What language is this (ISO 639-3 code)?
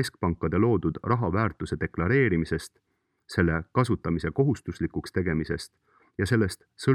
est